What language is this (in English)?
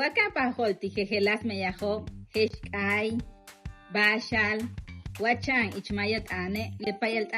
Yucateco